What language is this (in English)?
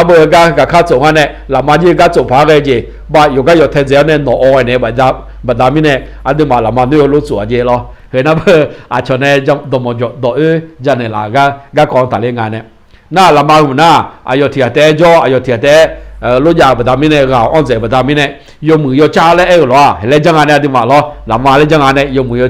Akha